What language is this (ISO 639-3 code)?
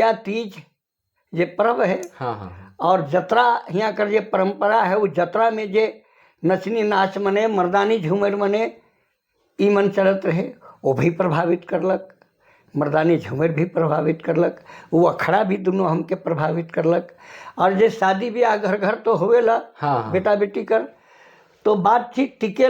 sck